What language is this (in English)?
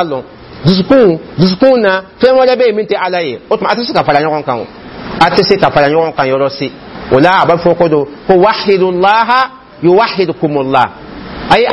Dyula